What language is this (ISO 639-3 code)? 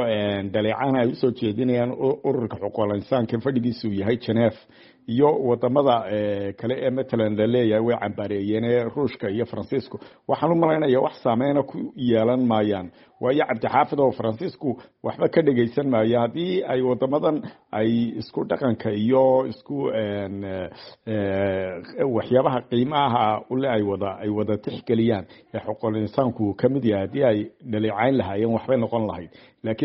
som